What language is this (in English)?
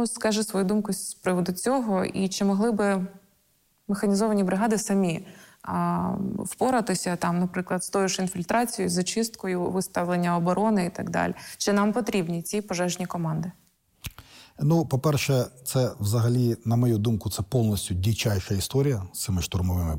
Ukrainian